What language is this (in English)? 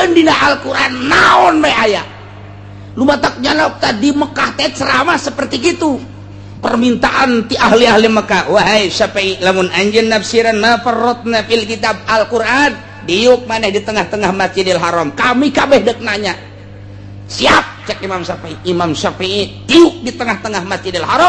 Sundanese